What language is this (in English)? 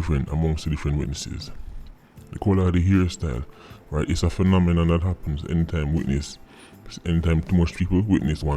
Jamaican Creole English